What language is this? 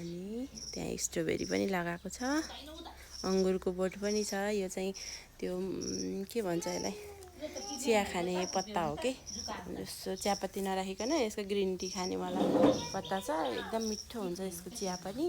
Nepali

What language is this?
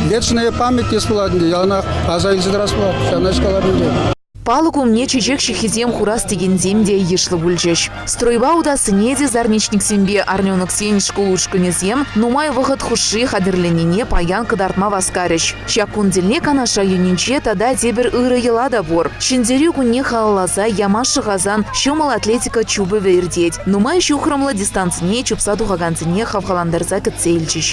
Chuvash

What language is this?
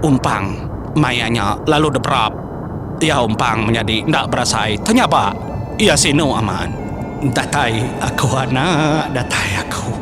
Iban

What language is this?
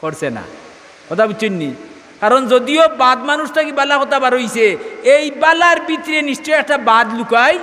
Sylheti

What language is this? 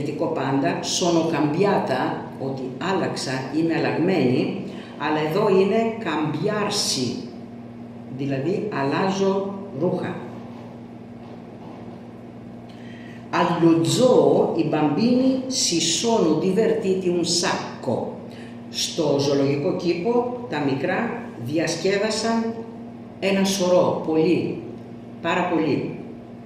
Greek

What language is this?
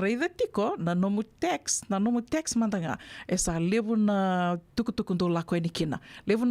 Fijian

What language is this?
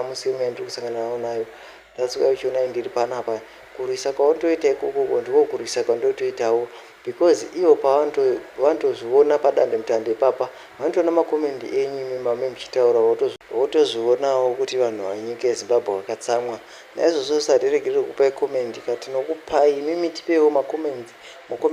Shona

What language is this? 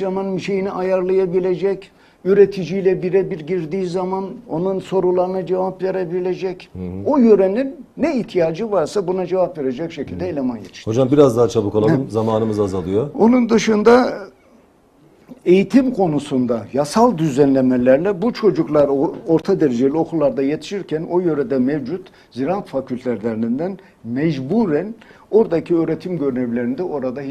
Turkish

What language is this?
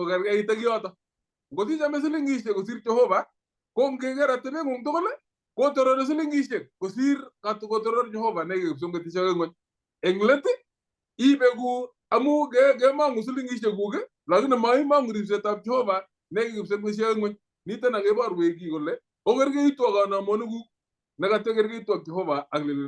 Kalenjin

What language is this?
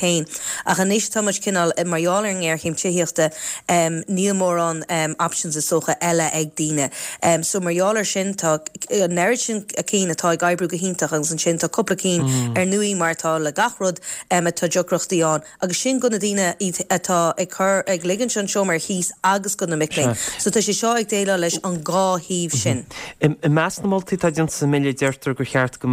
Irish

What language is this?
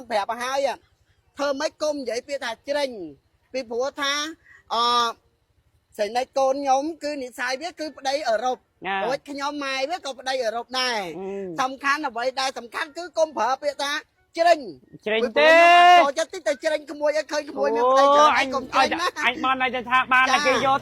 Khmer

